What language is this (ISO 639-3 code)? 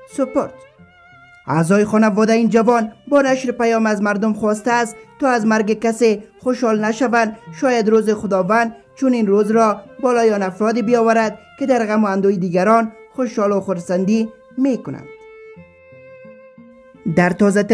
fas